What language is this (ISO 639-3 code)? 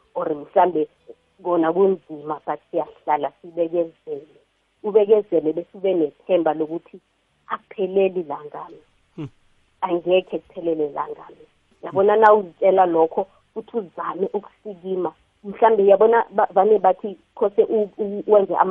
nbl